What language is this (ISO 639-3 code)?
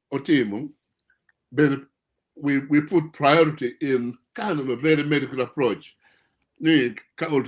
ach